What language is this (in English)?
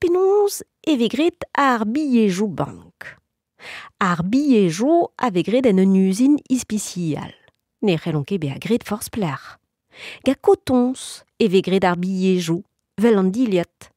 Breton